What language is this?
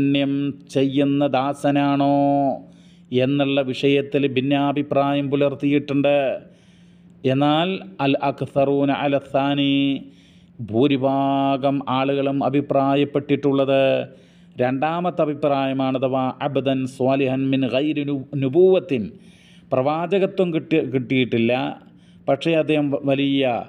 Malayalam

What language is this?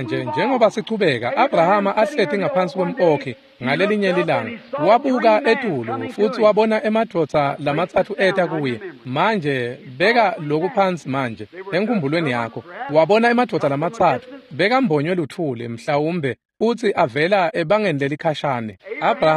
Swati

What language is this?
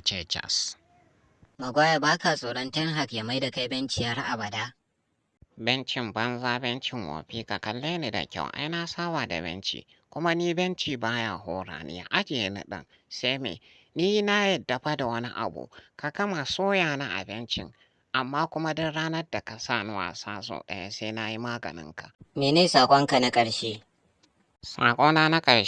Hausa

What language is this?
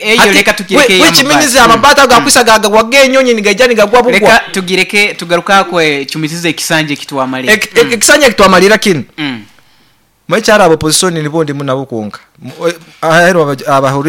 Nyoro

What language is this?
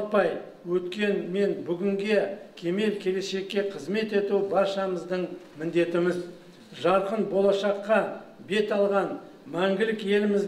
Kazakh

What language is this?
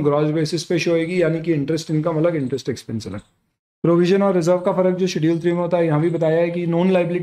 Hindi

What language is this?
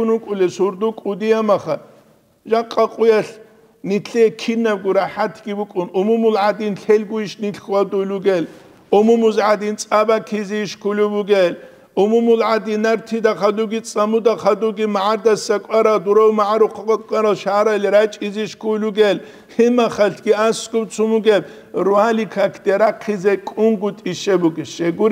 Avaric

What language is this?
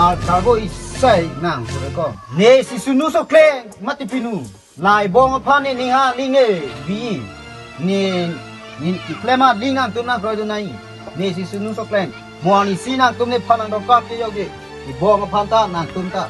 Karbi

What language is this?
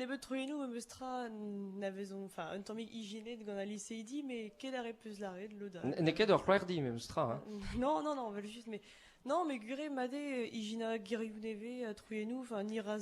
Breton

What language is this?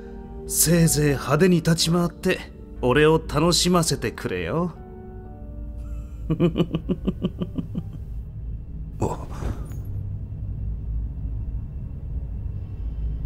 Japanese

